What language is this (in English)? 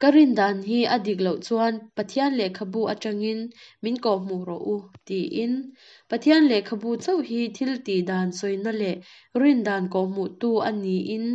Mizo